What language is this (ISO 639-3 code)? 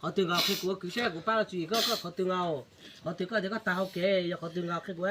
hmn